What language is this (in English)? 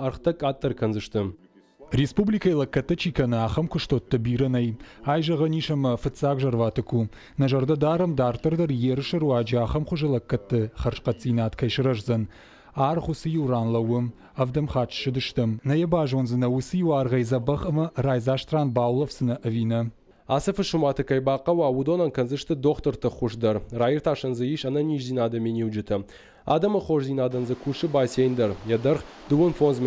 Ossetic